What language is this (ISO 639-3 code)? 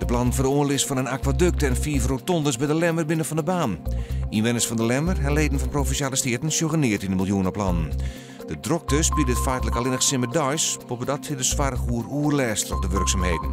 fry